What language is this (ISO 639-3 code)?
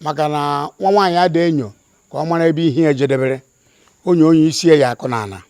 ibo